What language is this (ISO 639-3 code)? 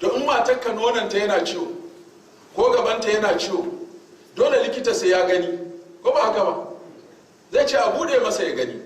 hau